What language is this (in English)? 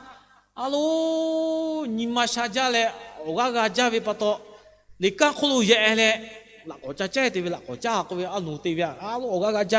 Lahu